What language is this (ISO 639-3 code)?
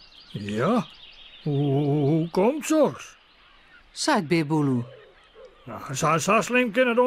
fry